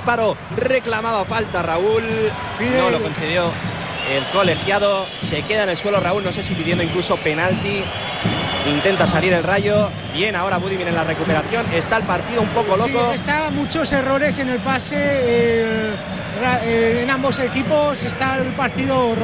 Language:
Spanish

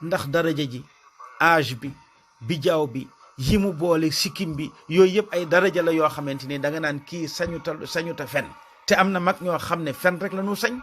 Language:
Wolof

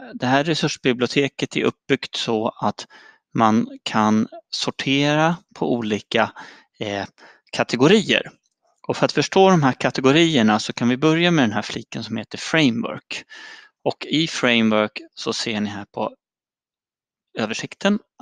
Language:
Swedish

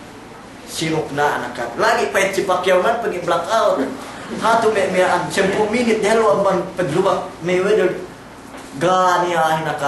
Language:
Yakan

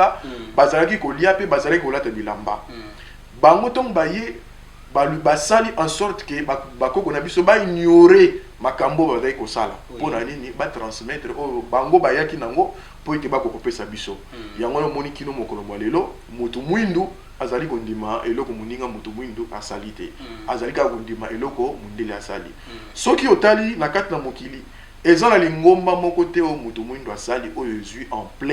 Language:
Lingala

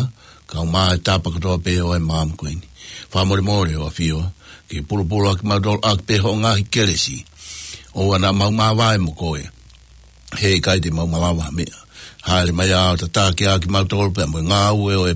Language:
Tongan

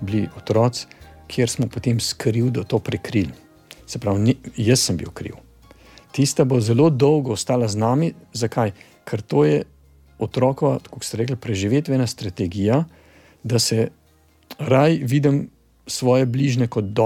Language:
Slovenian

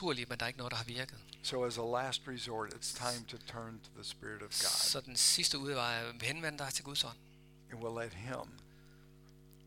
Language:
Danish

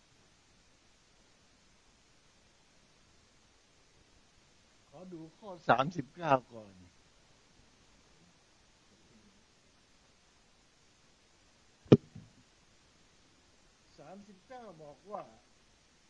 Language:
Thai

